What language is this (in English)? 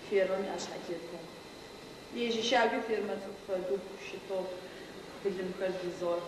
Adyghe